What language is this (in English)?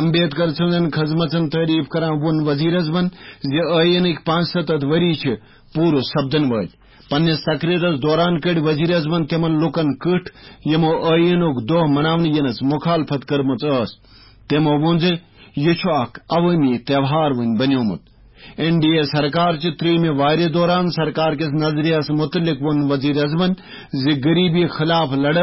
Kashmiri